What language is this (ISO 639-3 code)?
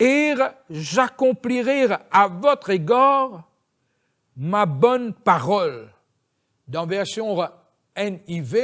mfe